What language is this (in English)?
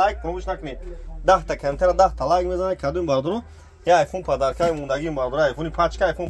Tajik